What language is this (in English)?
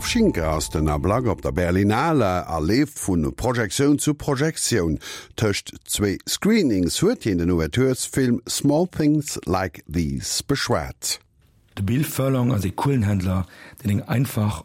Luxembourgish